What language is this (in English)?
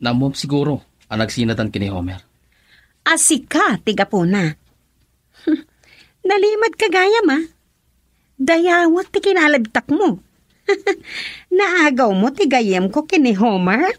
Iloko